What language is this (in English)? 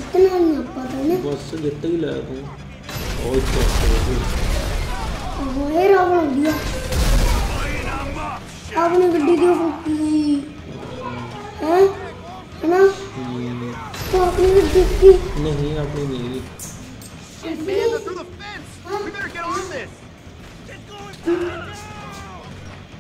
Punjabi